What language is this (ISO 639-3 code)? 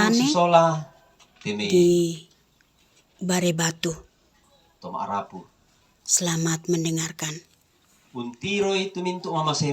sda